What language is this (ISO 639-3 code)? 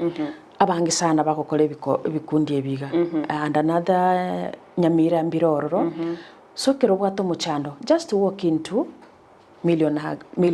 guz